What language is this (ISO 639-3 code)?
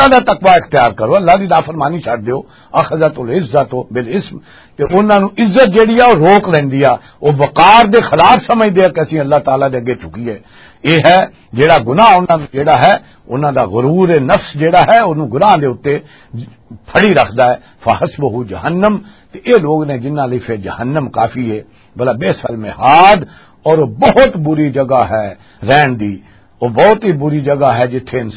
lah